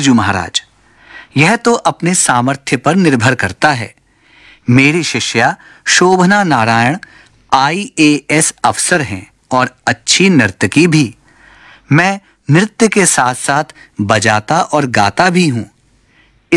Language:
Hindi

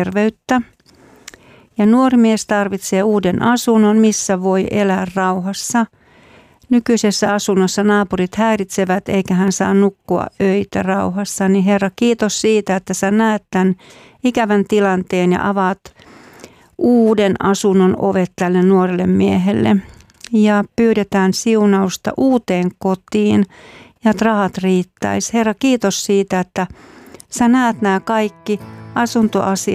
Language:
Finnish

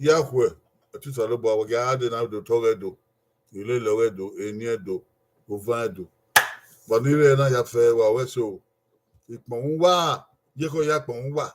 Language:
Bini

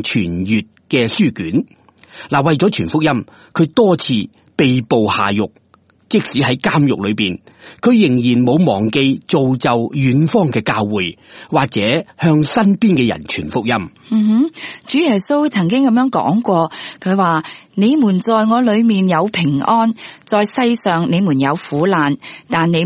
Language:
Cantonese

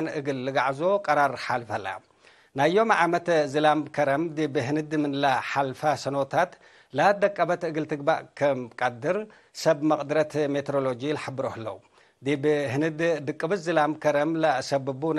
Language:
Tigre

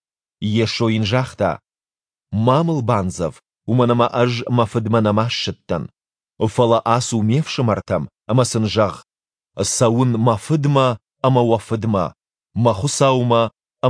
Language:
Ossetic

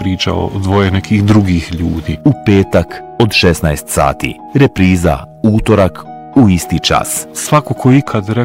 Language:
Bosnian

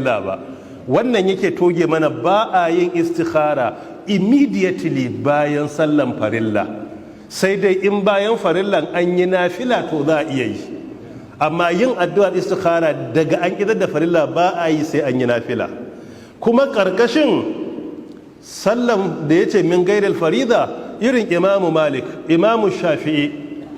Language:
Hausa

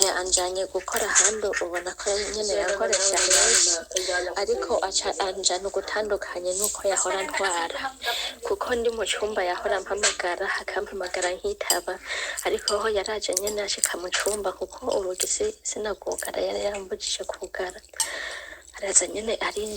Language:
Rundi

